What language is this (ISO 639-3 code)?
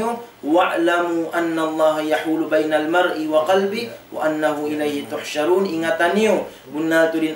tsg